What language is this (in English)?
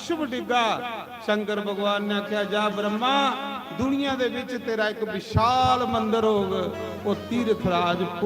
Dogri